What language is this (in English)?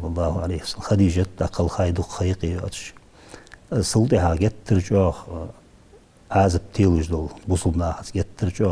Ingush